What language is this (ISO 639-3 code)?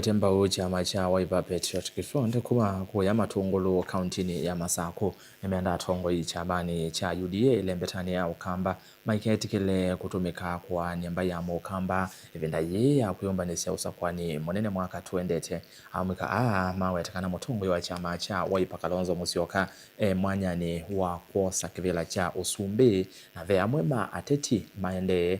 kam